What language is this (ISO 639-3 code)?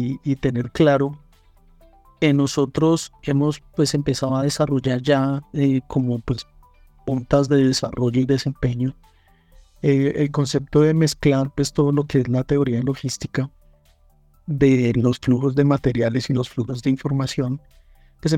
spa